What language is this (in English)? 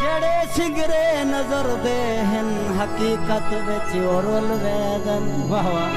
Saraiki